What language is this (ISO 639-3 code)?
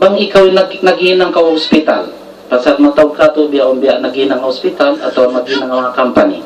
tsg